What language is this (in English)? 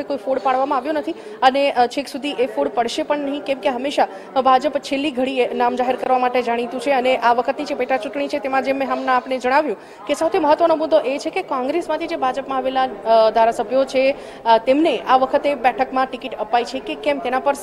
Gujarati